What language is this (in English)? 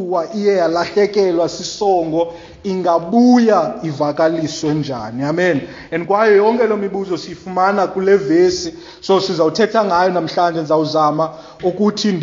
Xhosa